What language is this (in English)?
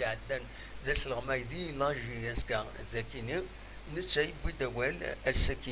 Kabyle